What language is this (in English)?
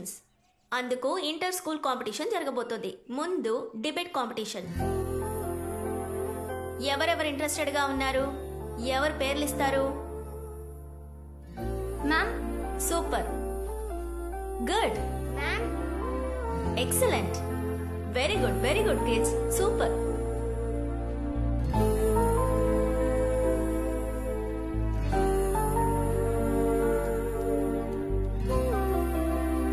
Telugu